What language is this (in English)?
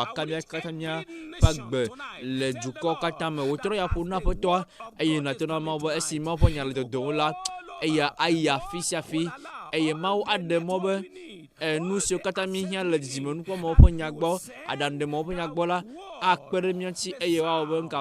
Ewe